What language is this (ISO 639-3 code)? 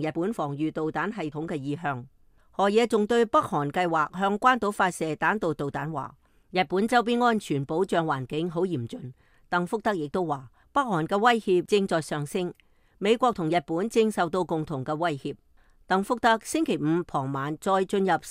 yue